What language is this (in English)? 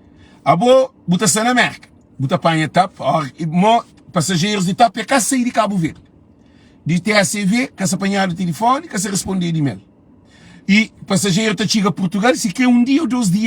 Kabuverdianu